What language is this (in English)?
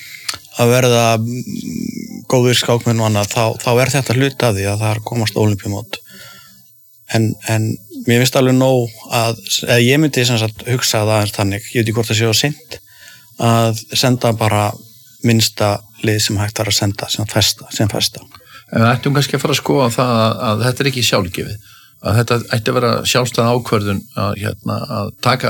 Icelandic